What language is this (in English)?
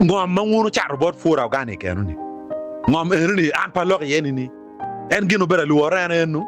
Acoli